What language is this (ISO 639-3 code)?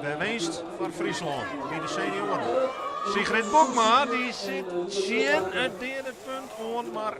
fry